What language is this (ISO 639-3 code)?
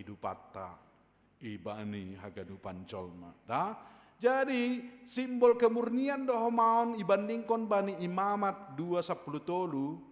bts